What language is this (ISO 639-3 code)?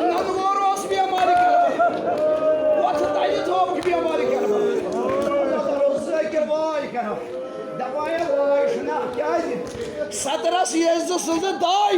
kas